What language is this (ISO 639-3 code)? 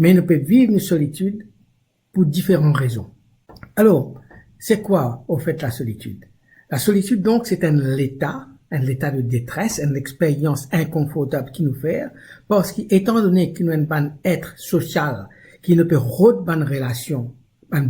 mfe